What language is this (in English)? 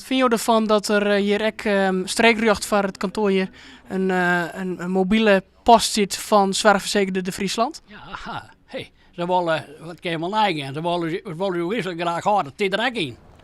Western Frisian